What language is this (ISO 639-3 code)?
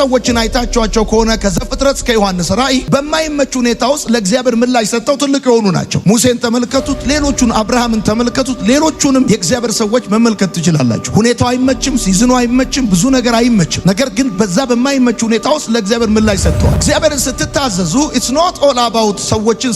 amh